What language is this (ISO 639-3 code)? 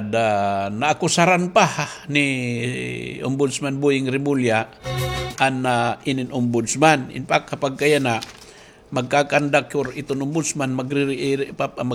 war